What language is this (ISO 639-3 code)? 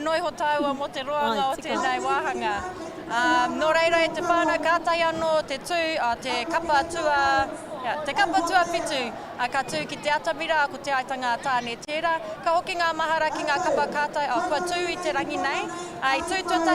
mri